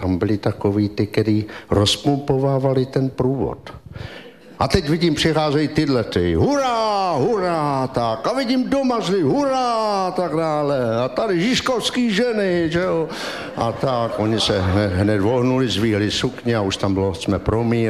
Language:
Czech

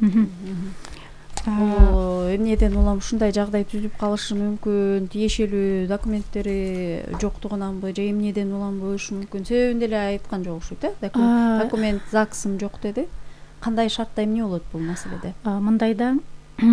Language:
Kyrgyz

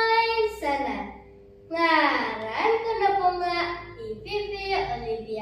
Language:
Central Dusun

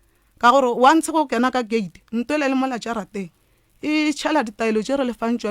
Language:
Northern Sotho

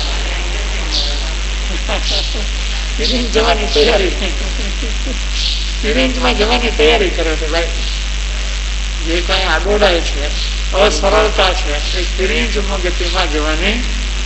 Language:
Gujarati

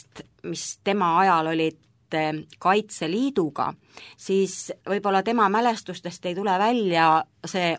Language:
Estonian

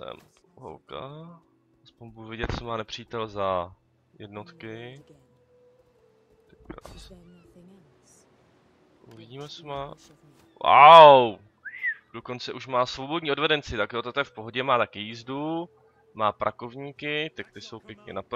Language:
Czech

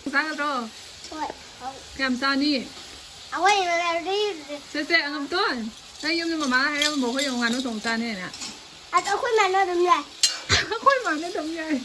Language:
Manipuri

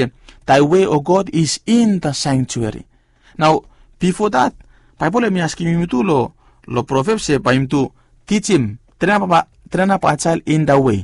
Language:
Bislama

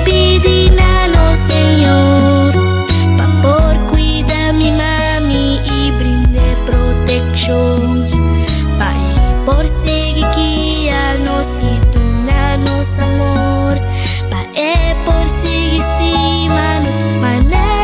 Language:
Papiamento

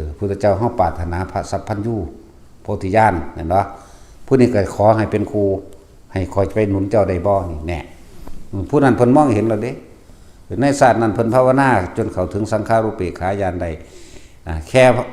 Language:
Northeastern Thai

